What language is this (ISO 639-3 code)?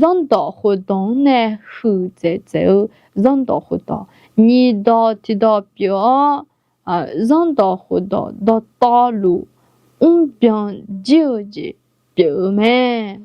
ahk